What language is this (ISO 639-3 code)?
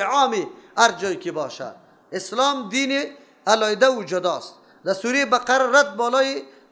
fas